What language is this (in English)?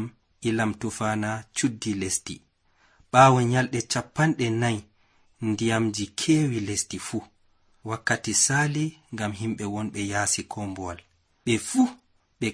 Nigerian Fulfulde